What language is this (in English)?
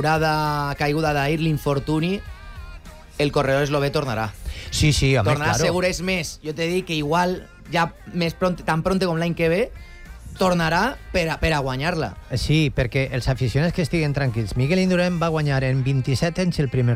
Catalan